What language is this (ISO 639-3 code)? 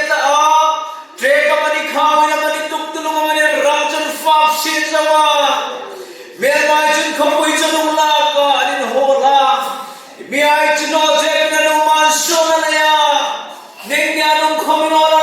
hmr